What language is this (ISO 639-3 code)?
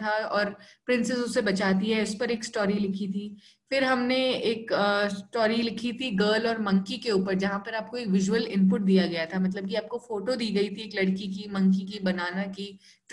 hin